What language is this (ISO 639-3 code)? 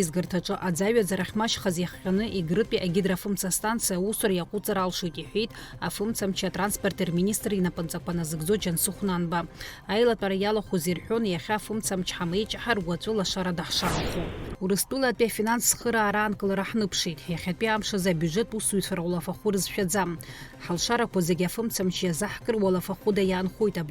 abk